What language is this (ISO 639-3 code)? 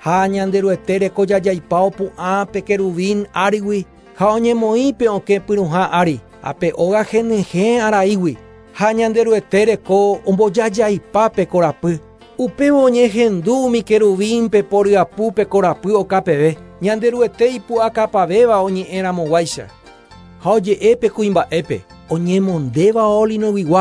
grn